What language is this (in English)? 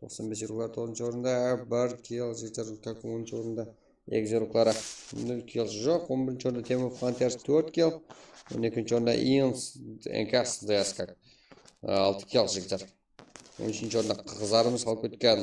Kara-Kalpak